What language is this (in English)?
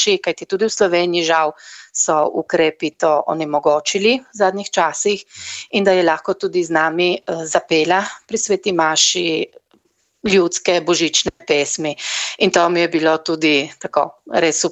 Slovenian